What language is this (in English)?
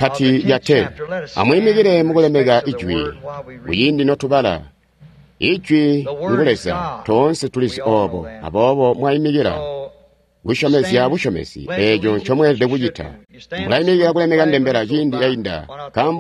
Tonga (Zambia)